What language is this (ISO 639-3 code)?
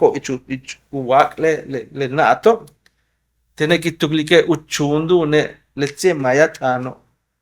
yua